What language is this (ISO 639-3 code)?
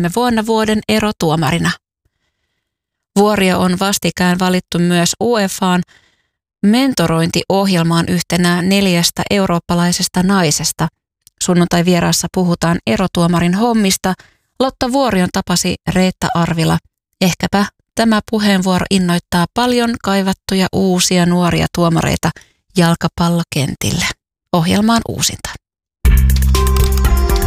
fin